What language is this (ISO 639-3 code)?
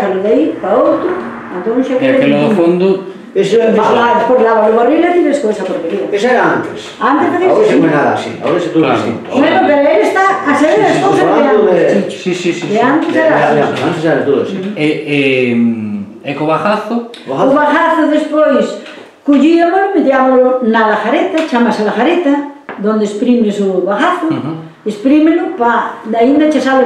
glg